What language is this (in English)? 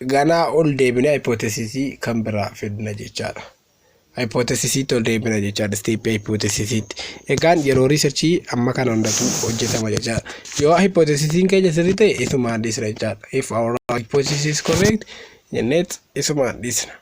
Oromo